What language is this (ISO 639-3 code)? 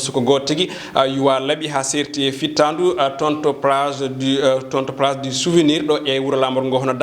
ful